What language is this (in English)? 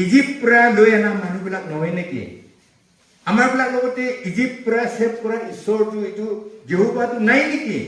Naga Pidgin